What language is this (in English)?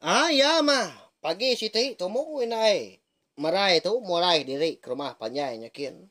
Iban